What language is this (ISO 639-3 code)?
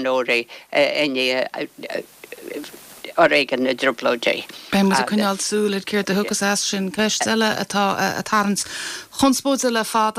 gle